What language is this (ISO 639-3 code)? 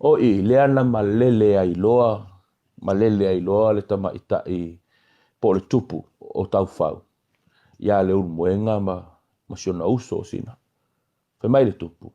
smo